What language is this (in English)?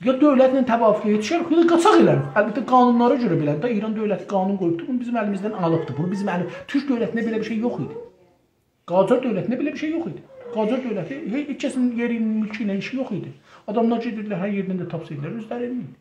South Azerbaijani